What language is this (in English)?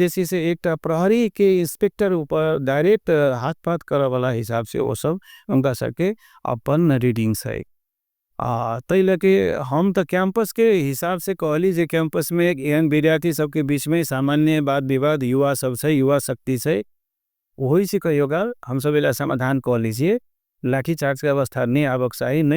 Maithili